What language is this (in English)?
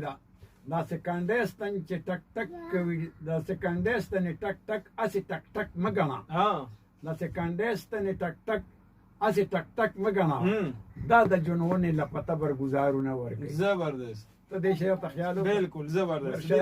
Pashto